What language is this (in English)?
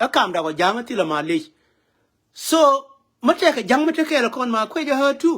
Nuer